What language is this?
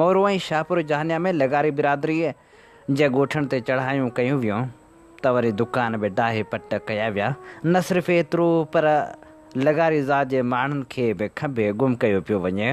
Sindhi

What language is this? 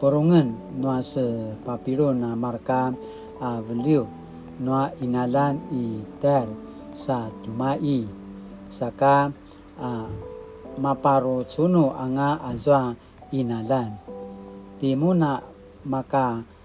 Paiwan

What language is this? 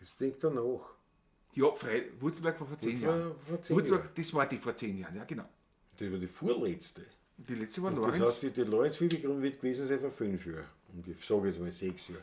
Bavarian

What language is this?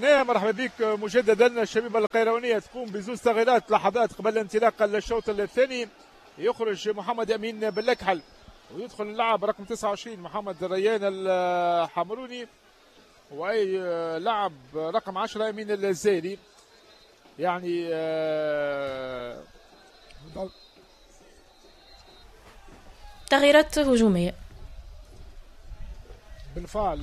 Tunisian Arabic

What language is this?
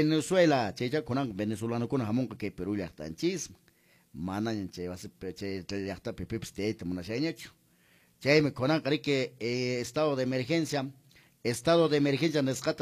Quechua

